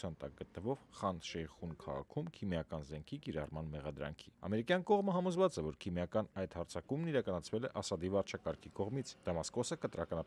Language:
Armenian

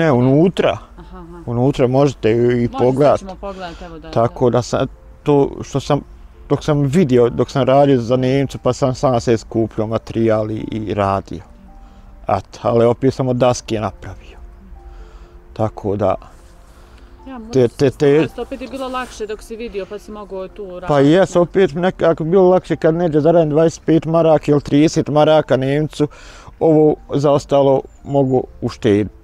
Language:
Bosnian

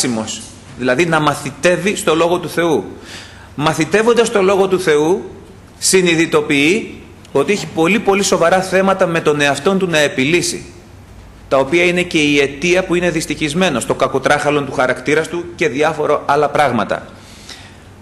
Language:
Greek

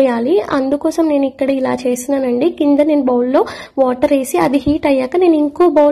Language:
Telugu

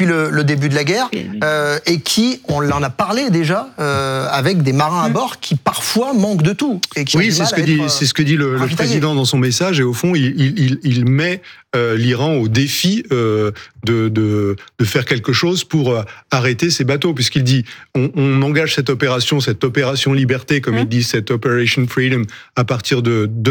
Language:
French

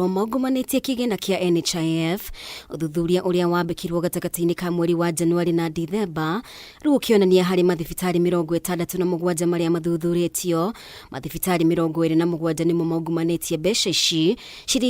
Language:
Kikuyu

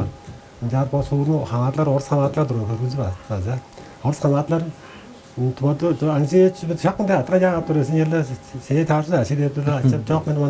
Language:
Tuvinian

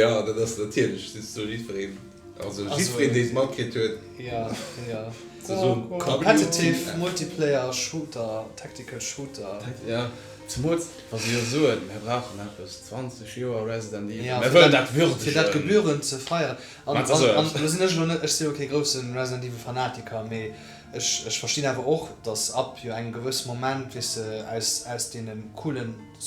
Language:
Luxembourgish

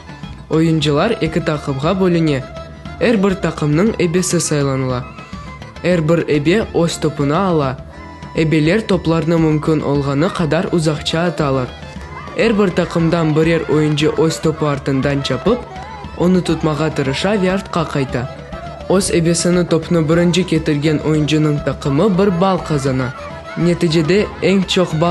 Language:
Crimean Tatar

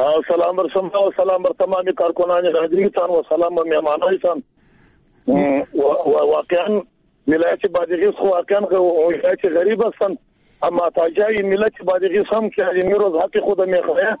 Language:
Persian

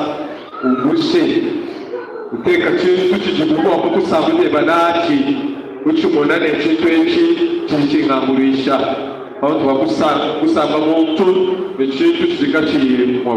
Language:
Luba-Lulua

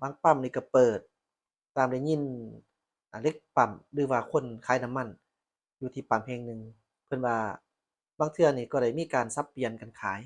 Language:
Lao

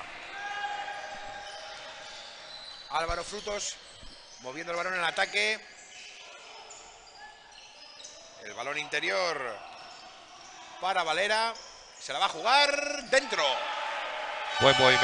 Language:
Spanish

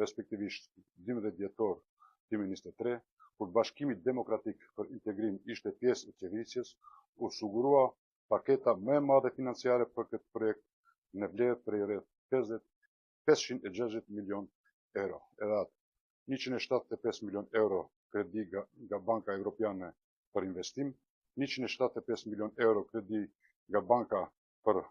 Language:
Albanian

